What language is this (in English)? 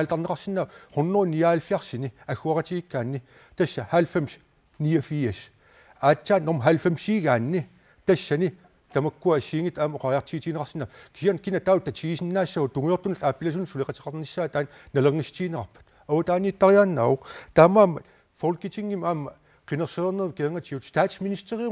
Kalaallisut